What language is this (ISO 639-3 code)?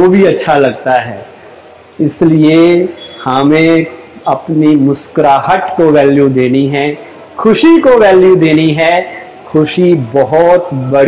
hin